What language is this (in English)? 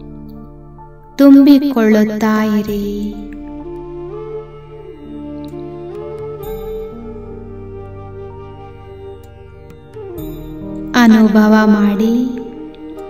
Kannada